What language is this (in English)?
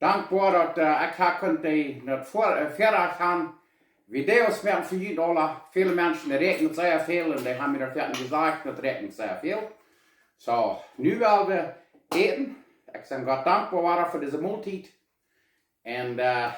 Plautdietsch